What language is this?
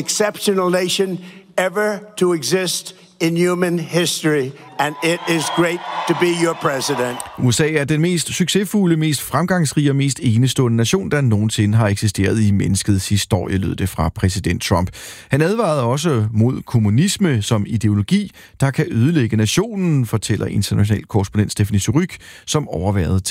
Danish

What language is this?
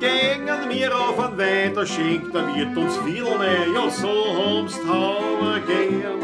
Bavarian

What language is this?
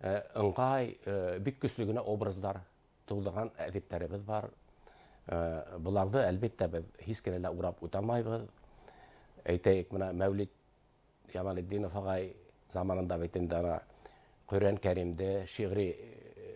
Bashkir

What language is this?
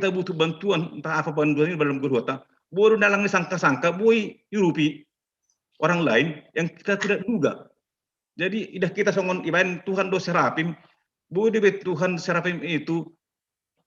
Batak Simalungun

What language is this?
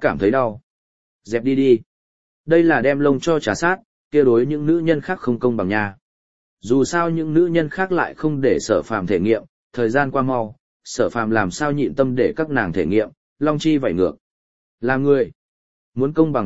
Vietnamese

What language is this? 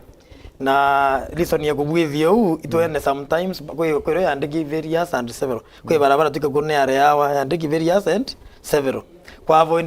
Meru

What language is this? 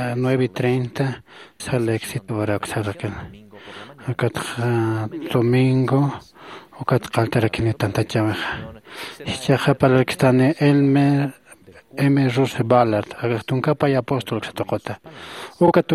Aymara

